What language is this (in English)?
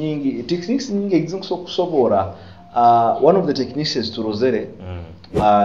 Nyoro